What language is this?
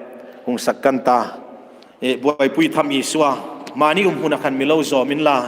Hmar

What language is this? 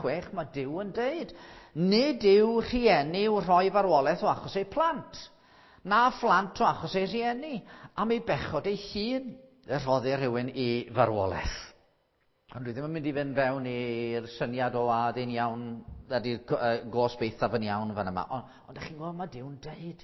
Welsh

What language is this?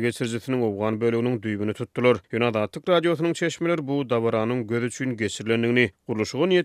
Turkmen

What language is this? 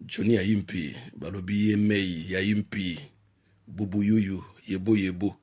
Lingala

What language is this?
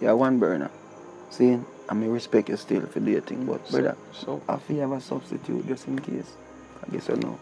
Jamaican Creole English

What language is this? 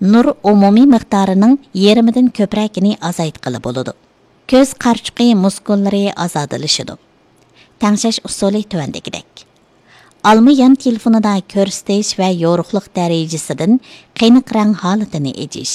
Uyghur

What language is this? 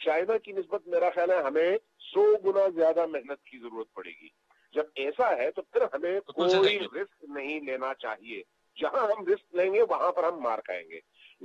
Urdu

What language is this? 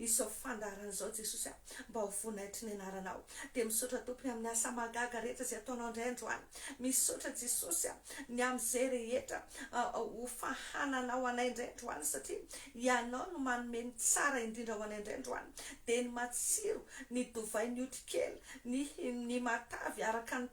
Malagasy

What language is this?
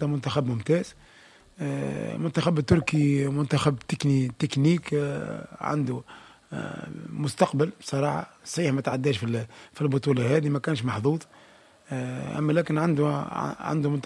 Tunisian Arabic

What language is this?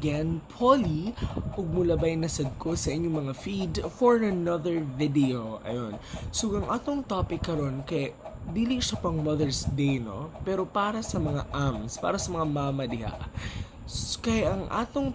Cebuano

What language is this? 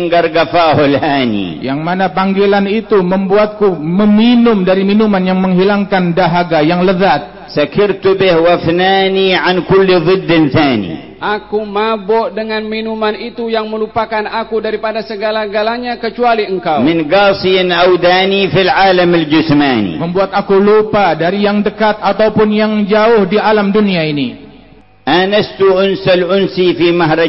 Malay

